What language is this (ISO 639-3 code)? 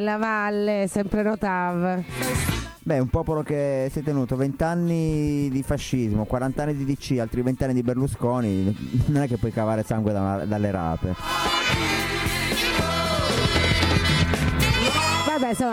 ita